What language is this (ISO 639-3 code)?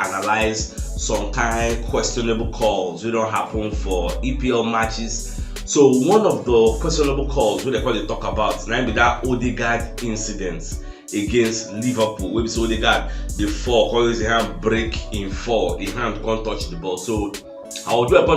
pcm